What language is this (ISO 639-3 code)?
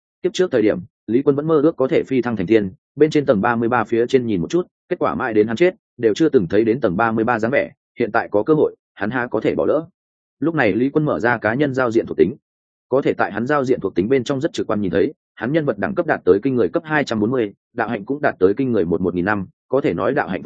vie